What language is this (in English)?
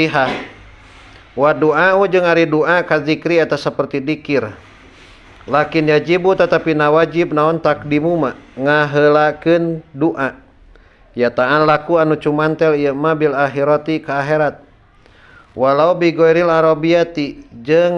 Sundanese